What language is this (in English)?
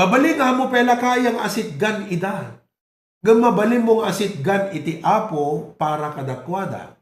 Iloko